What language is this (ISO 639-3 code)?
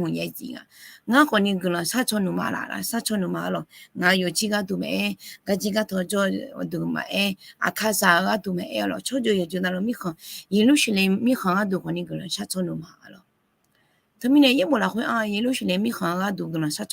ahk